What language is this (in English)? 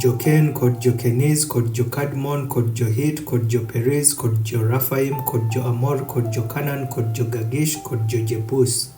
Adhola